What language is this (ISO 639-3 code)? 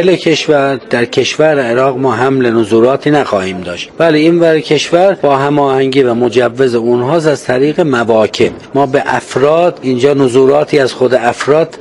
fas